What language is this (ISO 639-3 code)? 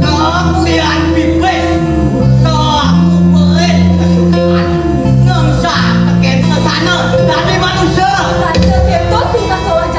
ban